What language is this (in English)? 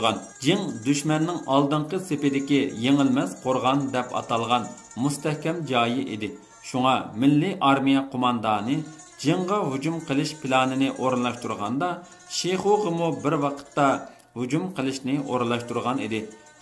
Uyghur